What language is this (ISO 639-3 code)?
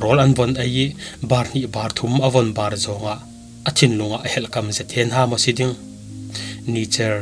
cfm